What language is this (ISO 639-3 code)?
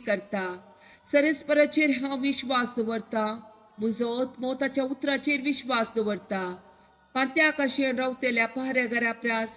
kok